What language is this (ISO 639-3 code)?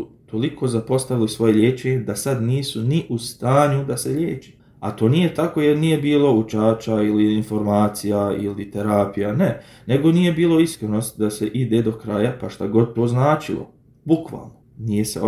bos